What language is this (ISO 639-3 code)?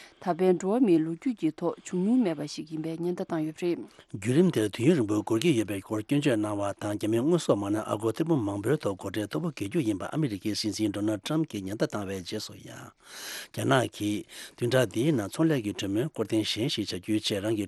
bod